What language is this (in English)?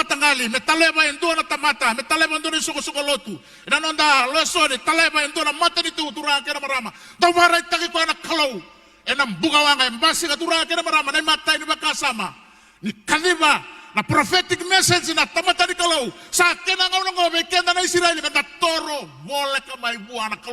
Fijian